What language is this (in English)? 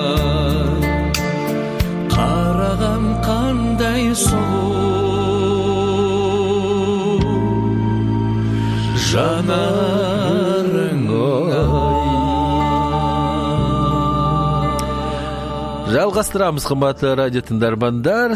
Kazakh